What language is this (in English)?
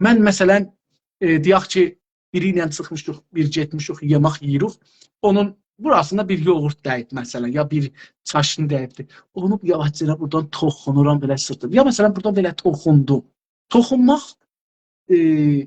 South Azerbaijani